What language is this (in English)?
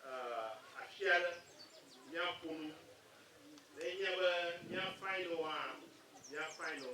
Ewe